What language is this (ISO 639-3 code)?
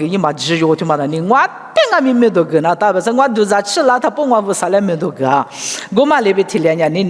lis